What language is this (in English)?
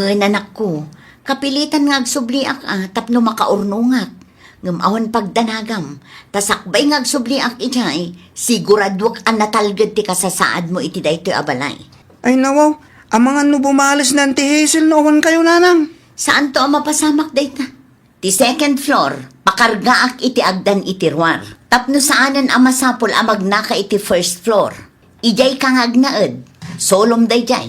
Iloko